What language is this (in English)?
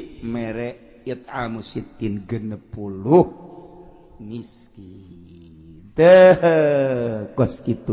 Sundanese